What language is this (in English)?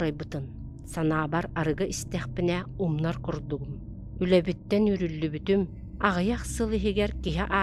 Yakut